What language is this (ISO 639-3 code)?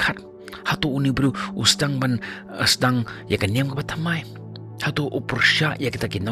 kha